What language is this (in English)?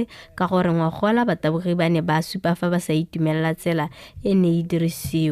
Tswana